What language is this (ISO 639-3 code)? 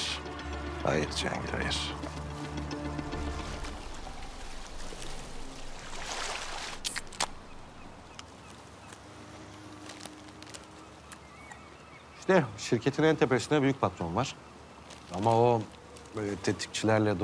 tur